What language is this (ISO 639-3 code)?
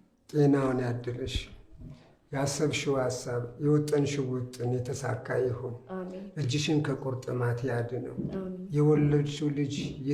amh